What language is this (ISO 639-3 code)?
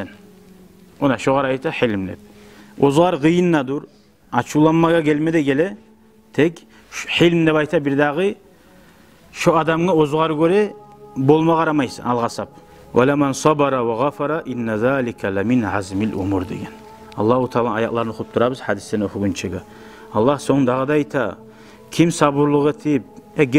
kum